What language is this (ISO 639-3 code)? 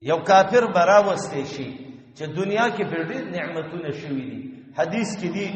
pus